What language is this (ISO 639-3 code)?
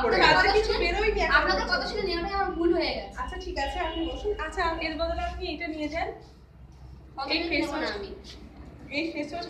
ben